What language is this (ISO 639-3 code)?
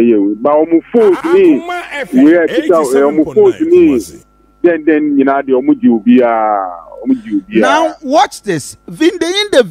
aka